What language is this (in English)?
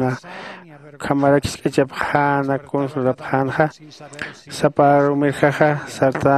Aymara